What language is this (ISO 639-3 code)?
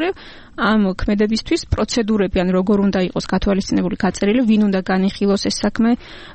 kat